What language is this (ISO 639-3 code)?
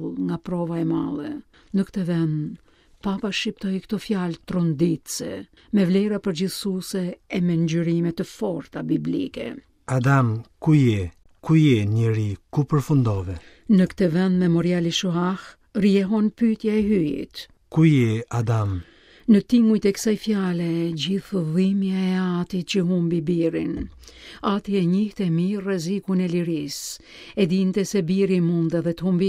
sqi